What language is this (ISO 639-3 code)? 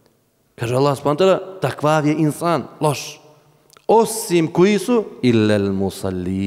bos